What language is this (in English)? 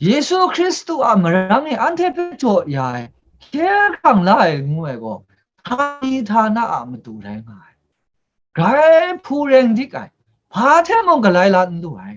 Kachin